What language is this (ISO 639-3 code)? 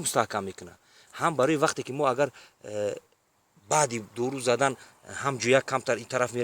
tgk